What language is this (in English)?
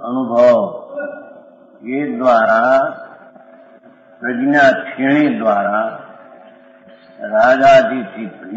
Gujarati